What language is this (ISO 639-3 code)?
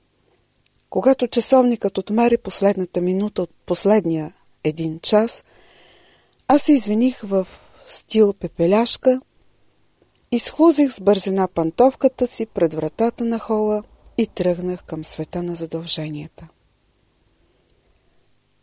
bul